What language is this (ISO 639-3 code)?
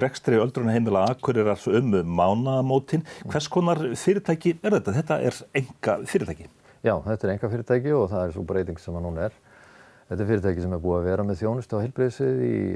isl